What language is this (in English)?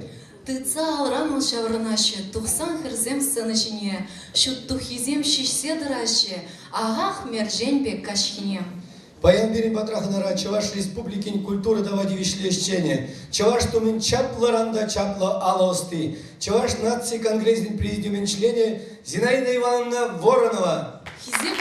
Chuvash